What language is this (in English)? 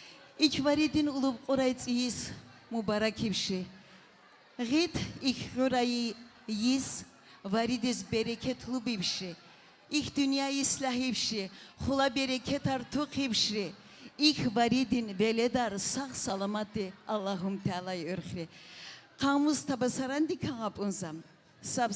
Tabassaran